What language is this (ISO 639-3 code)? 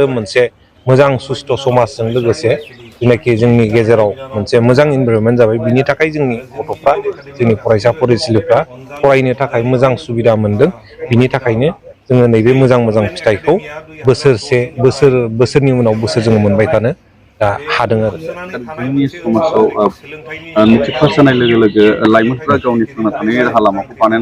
brx